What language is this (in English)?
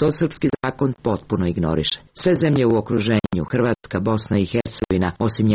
Serbian